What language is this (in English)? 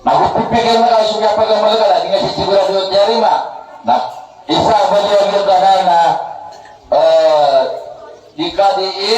Maranao